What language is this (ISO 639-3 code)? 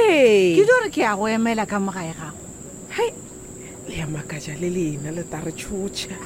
nso